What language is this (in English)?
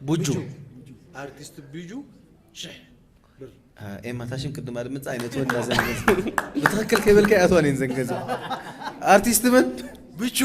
Tigrinya